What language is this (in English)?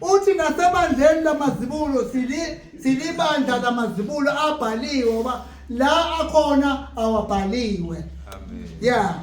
Zulu